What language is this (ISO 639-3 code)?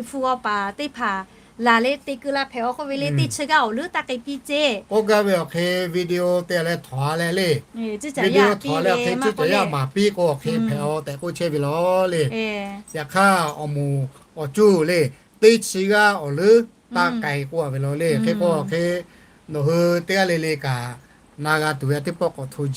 lhu